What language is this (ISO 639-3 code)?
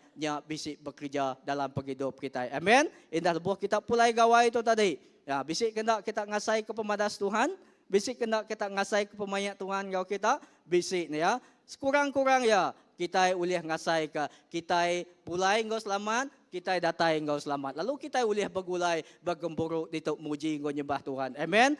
iba